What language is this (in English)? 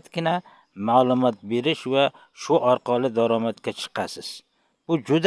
Uzbek